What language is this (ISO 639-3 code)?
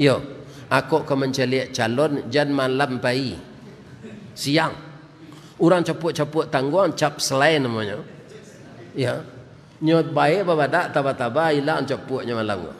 min